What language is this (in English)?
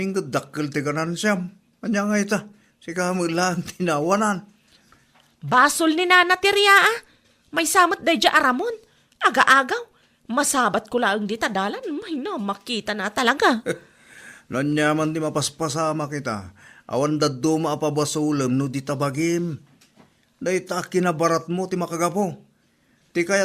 Iloko